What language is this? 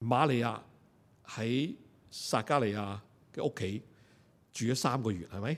Cantonese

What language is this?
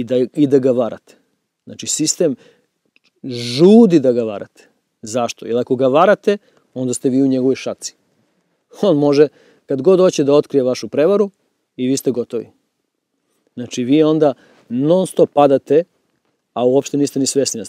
Serbian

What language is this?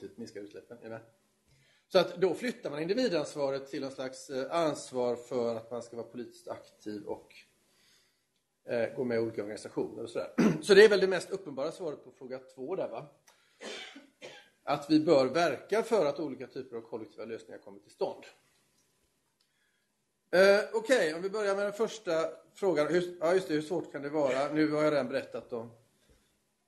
Swedish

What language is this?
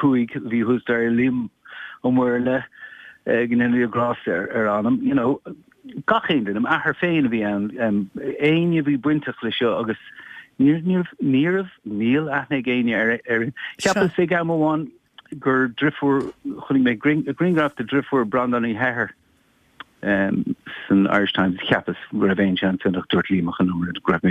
Irish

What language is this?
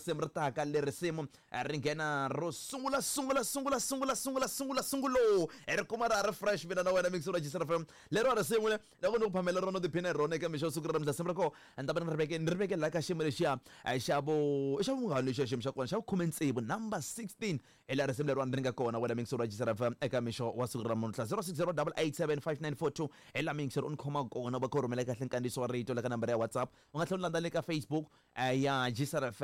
Tsonga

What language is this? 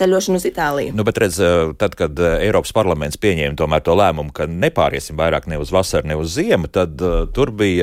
Latvian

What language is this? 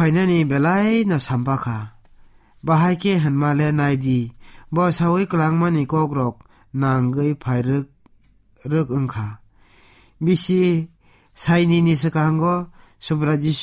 Kok Borok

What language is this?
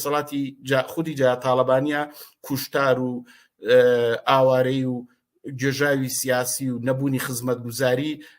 Central Kurdish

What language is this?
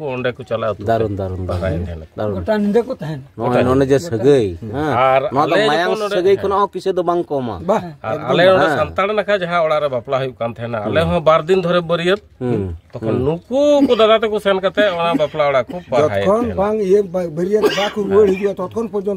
Santali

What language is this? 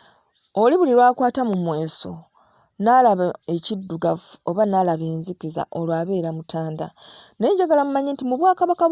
Ganda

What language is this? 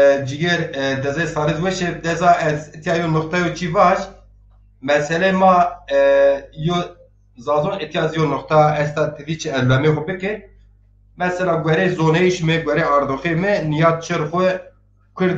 Zaza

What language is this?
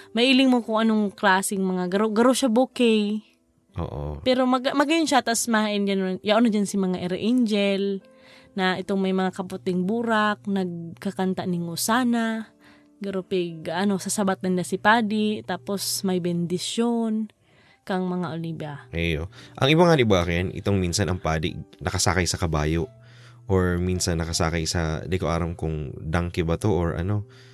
Bikol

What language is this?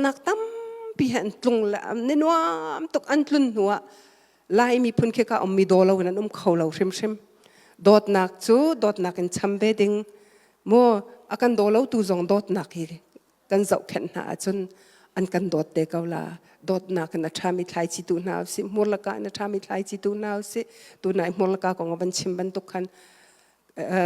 Hakha Chin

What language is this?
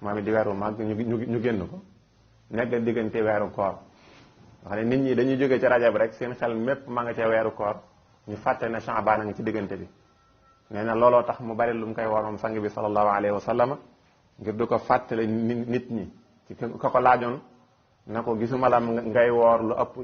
Wolof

